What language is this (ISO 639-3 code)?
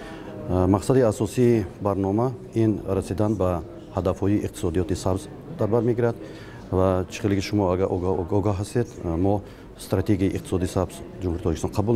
tgk